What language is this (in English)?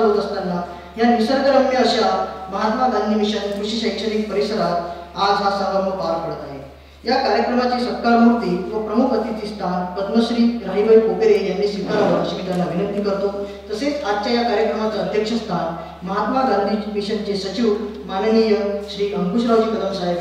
Marathi